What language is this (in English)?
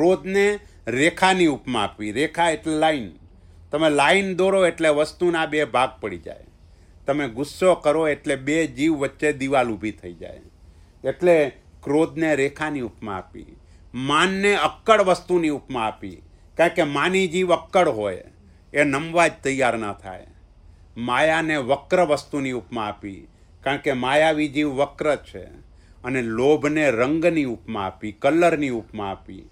Gujarati